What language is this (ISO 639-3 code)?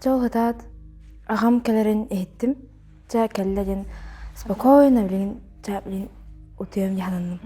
sah